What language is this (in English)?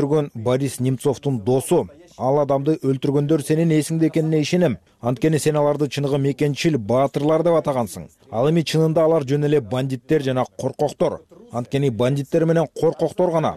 Kyrgyz